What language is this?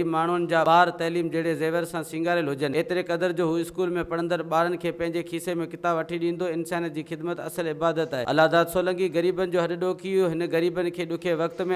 Sindhi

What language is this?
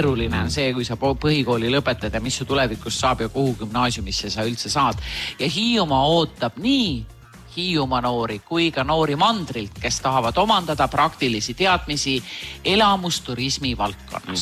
Estonian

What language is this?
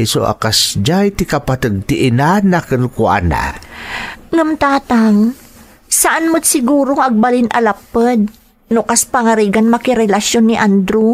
Iloko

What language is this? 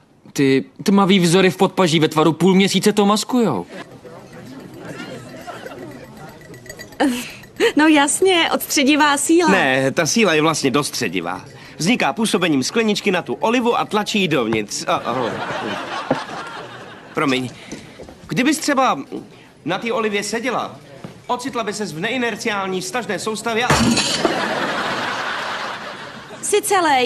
Czech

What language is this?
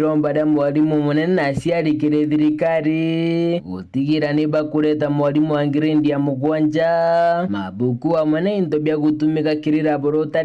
Meru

